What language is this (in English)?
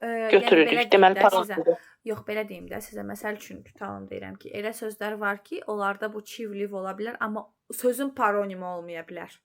Azerbaijani